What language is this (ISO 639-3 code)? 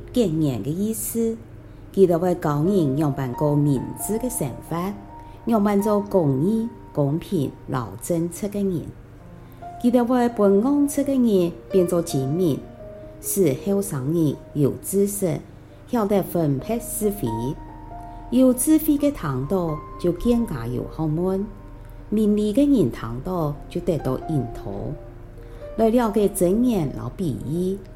hak